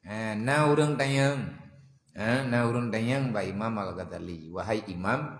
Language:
Achinese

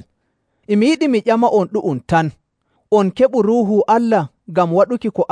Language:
Nigerian Fulfulde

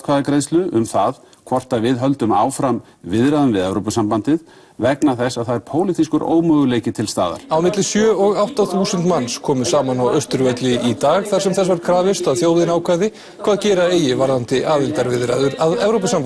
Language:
Icelandic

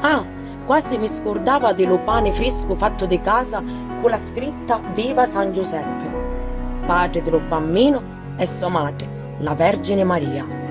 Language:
Sicilian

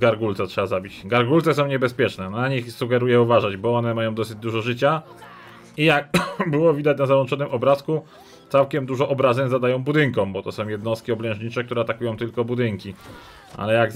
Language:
Polish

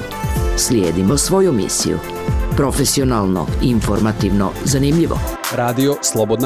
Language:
Bosnian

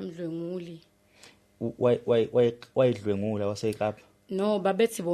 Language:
Zulu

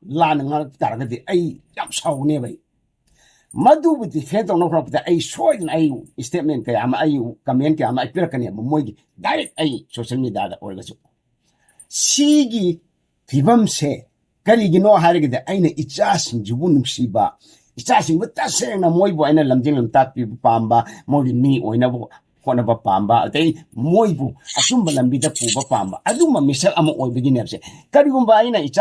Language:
Manipuri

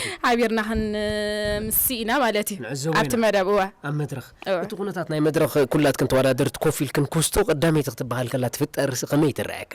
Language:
Tigrinya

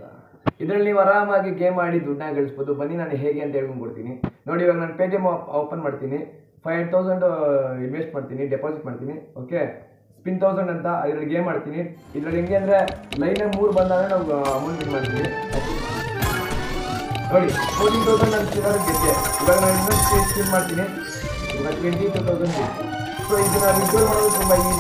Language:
Kannada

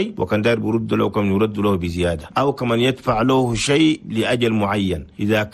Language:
Chadian Arabic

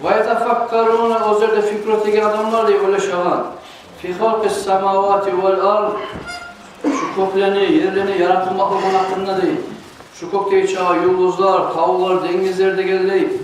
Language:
Kumyk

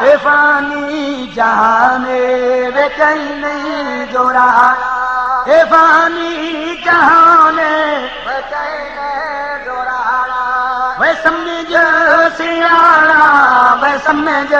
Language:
Saraiki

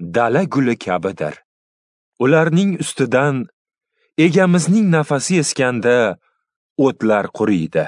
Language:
Uzbek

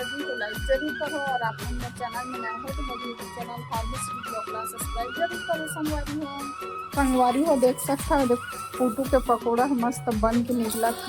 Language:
Chhattisgarhi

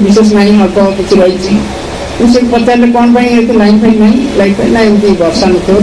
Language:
Odia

